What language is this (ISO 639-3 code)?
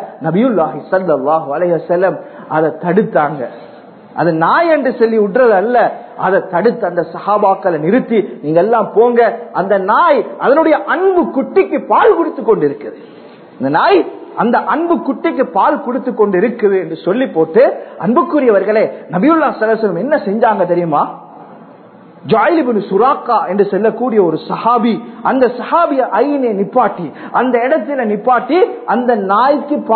tam